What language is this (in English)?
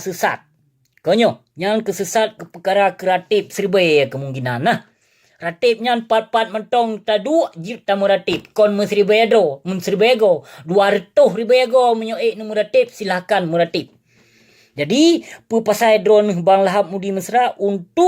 Achinese